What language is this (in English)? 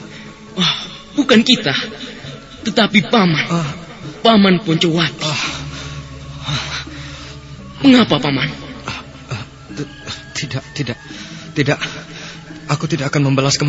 Indonesian